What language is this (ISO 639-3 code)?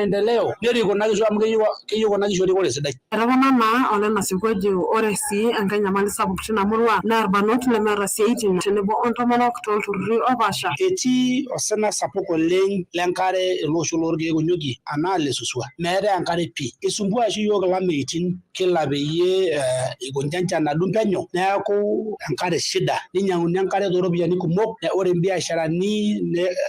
mas